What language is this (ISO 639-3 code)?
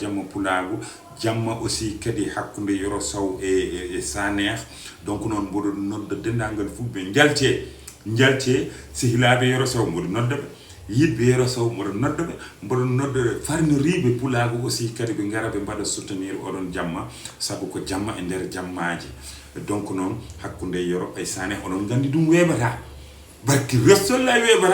ful